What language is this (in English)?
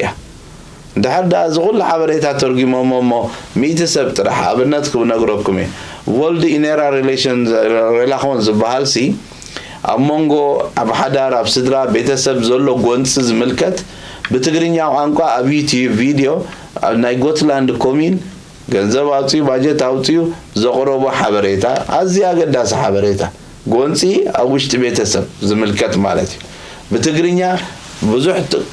Tigrinya